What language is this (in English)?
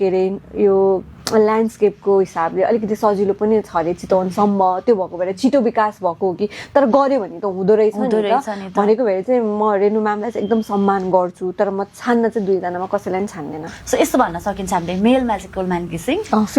Nepali